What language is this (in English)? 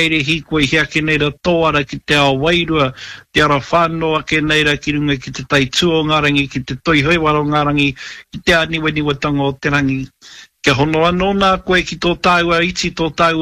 Māori